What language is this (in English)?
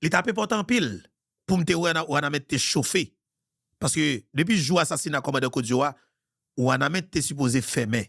Haitian Creole